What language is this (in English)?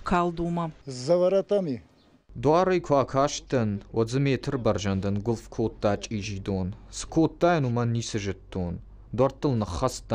Ossetic